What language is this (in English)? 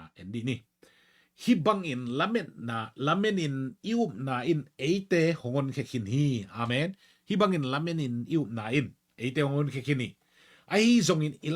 Tedim Chin